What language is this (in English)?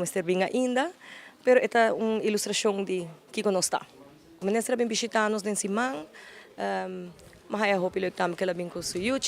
Papiamento